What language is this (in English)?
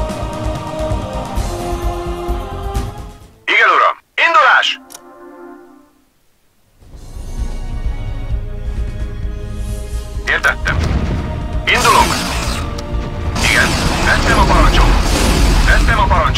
Hungarian